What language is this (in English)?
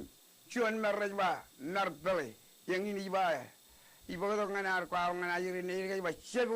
Marshallese